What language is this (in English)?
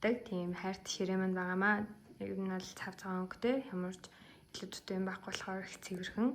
Mongolian